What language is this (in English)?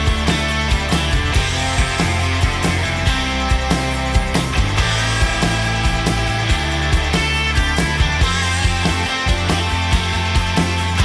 Ukrainian